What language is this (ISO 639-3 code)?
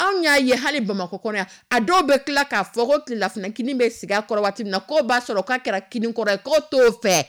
dyu